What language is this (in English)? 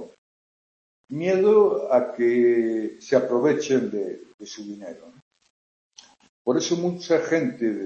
Spanish